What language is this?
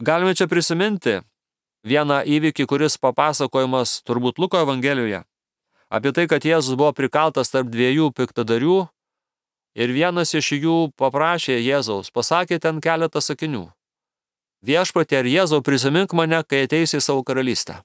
Lithuanian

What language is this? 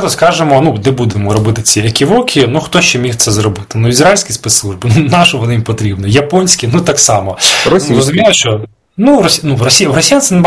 Ukrainian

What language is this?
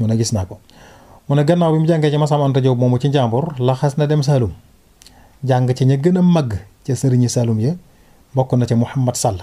Wolof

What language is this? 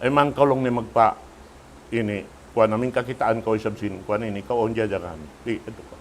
Tausug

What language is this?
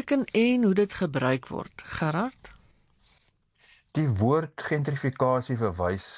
Afrikaans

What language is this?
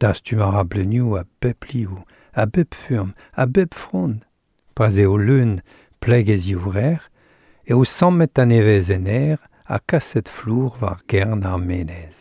Breton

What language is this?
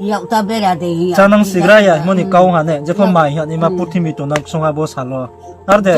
Riang (India)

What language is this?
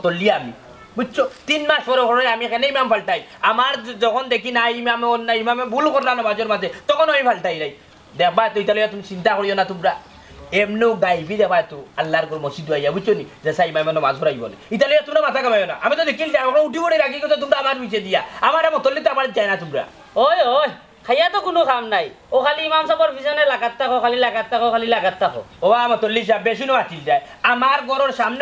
Sylheti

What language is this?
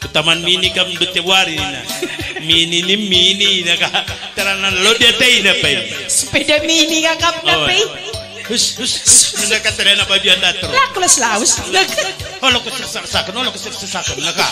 Batak Karo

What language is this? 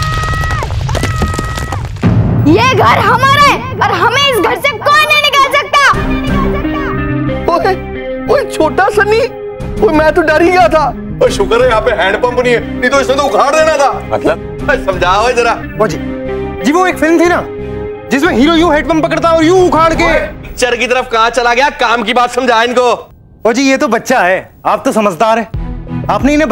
Hindi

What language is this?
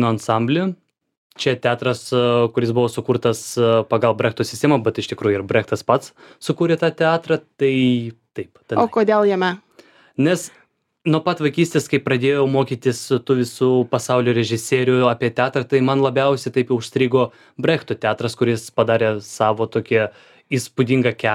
Lithuanian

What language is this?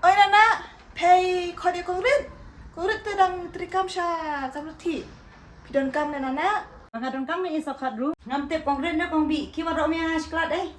Khasi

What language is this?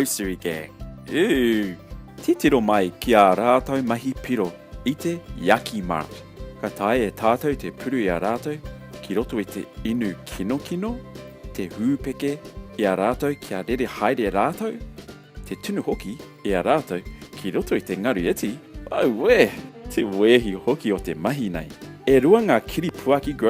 Māori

